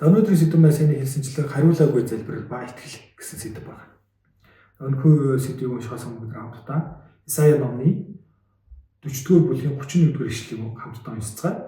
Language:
Mongolian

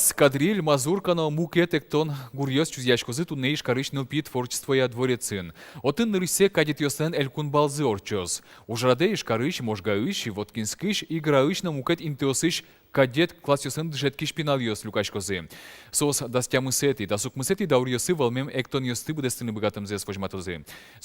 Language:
Udmurt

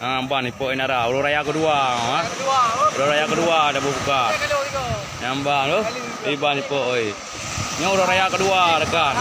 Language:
Achinese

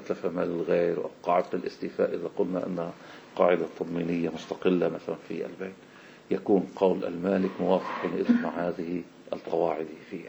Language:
Arabic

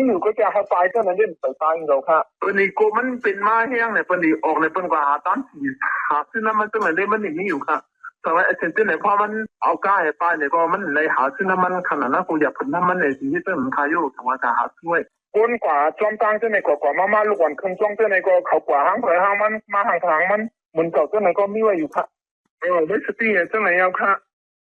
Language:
Shan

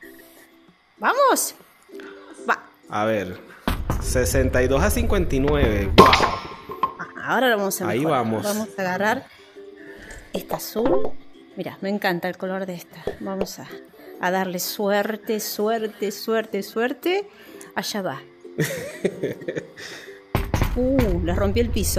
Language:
Spanish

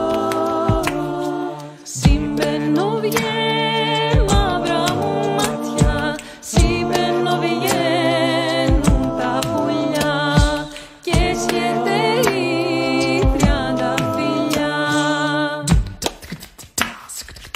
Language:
Greek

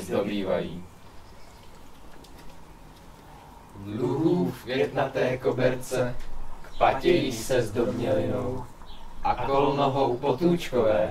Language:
Czech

